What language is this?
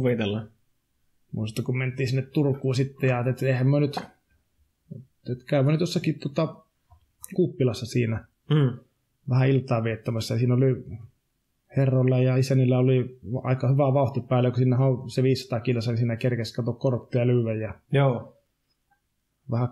Finnish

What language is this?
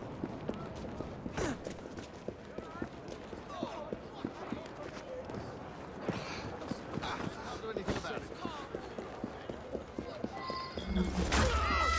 Russian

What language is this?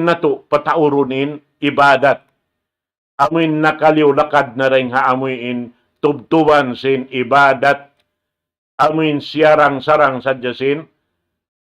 Tausug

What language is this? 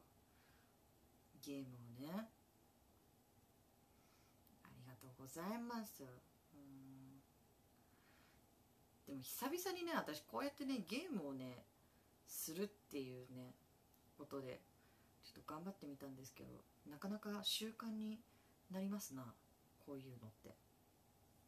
Japanese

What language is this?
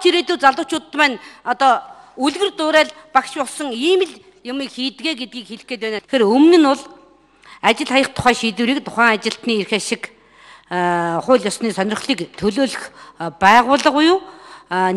Mongolian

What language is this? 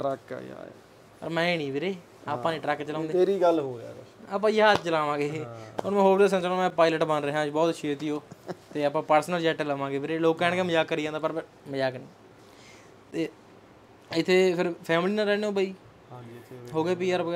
Punjabi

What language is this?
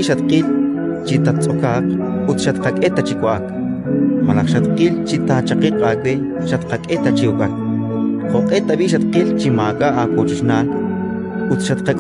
Kekchí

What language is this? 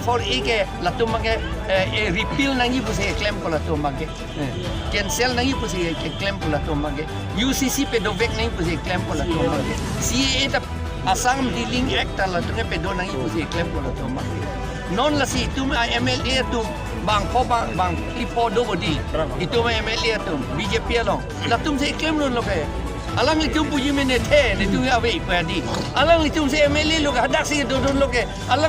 Karbi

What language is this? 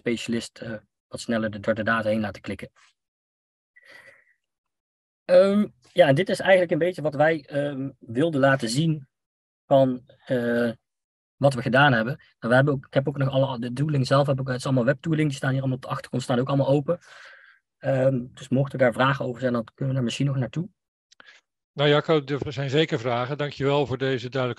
Dutch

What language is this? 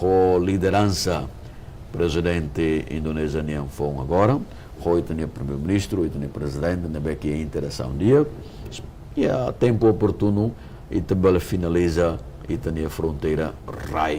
Tetum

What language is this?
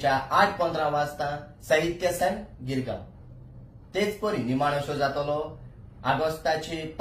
Konkani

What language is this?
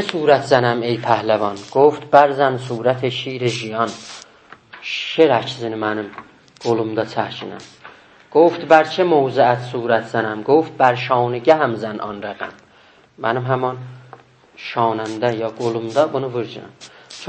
South Azerbaijani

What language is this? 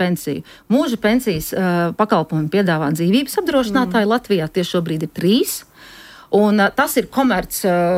Latvian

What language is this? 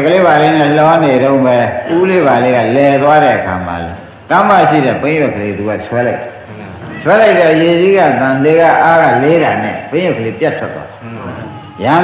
Burmese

